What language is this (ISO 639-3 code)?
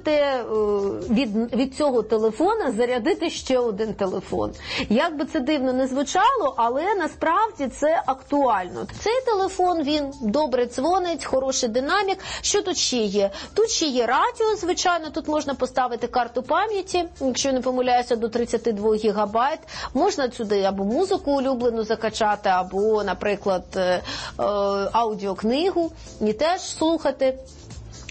ukr